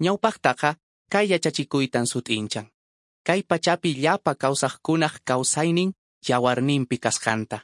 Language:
Quechua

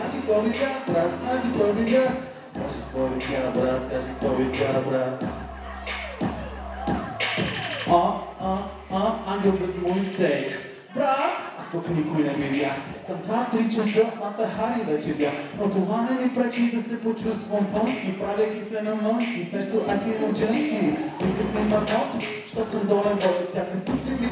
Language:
Bulgarian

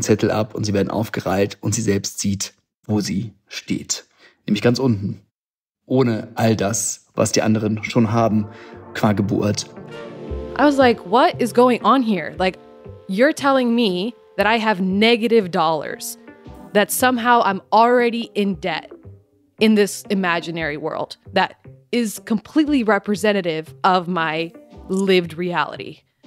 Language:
German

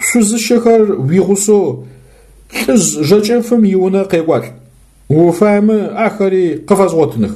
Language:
Adyghe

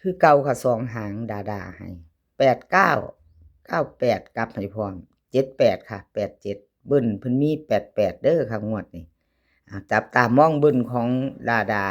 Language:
Lao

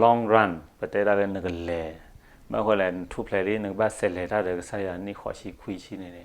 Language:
S'gaw Karen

